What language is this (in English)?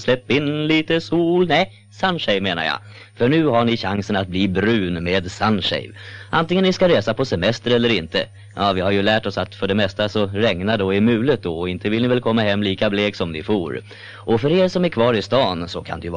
Swedish